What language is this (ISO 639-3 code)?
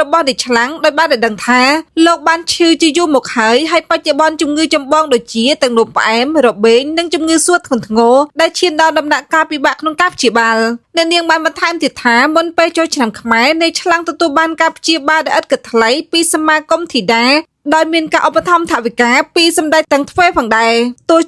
khm